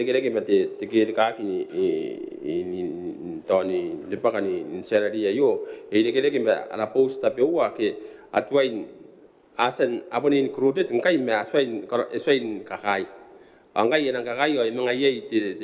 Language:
Gilbertese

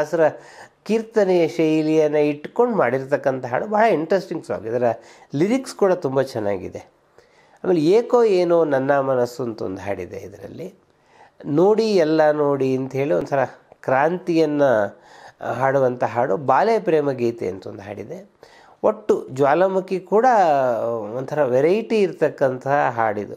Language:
Kannada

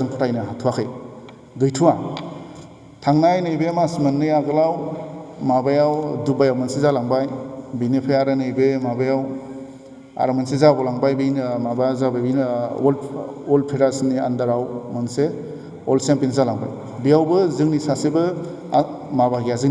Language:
Bodo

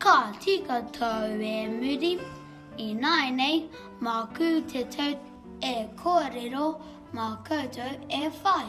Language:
Māori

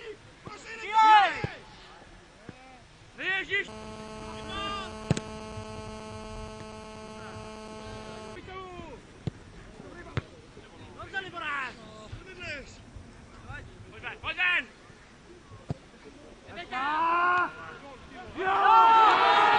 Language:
Czech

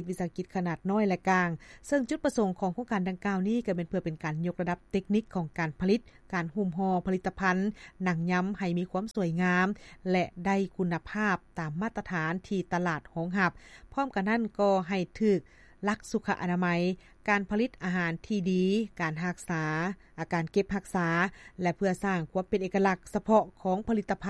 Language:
Lao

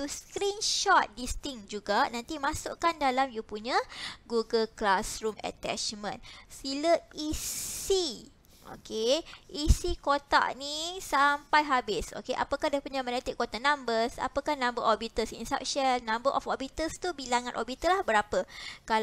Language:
Malay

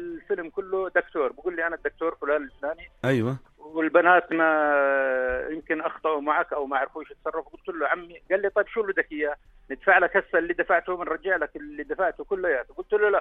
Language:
North Levantine Arabic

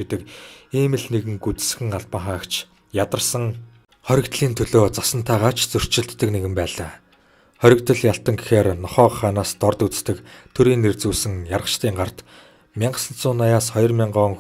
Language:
Mongolian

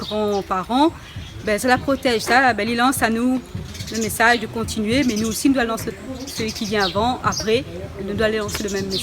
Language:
Réunion Creole French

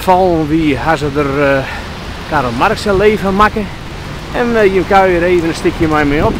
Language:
Western Frisian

